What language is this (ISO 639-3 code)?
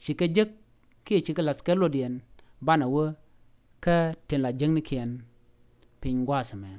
nus